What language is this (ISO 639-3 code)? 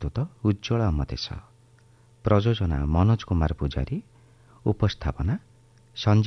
ori